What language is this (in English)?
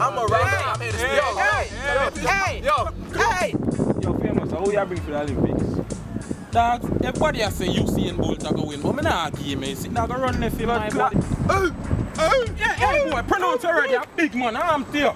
Jamaican Creole English